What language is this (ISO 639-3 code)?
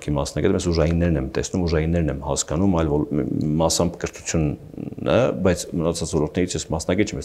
hye